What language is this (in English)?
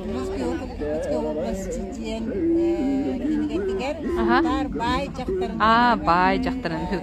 Yakut